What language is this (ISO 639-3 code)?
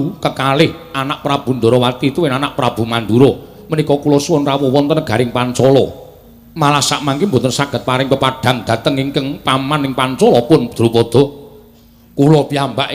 jav